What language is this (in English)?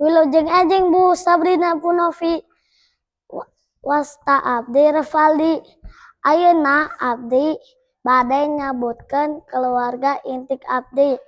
Sundanese